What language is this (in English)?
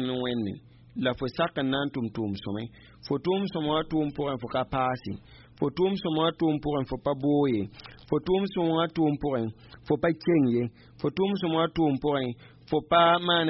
Mossi